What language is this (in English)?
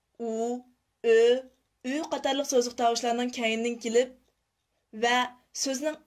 Uyghur